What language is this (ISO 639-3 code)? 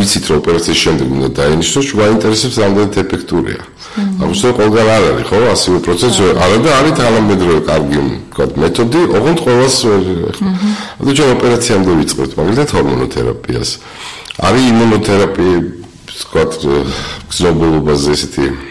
kat